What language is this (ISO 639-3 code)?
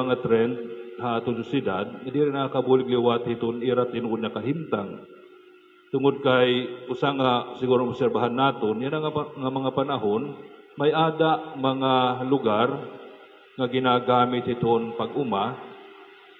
war